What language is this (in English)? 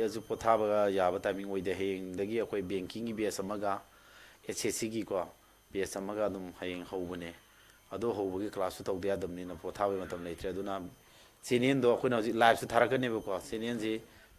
Manipuri